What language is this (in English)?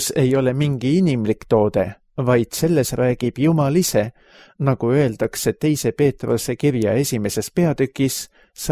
Estonian